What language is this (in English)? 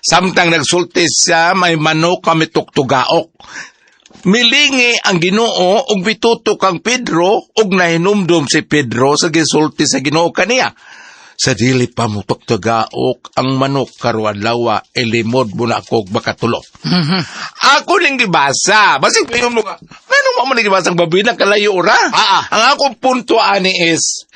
Cebuano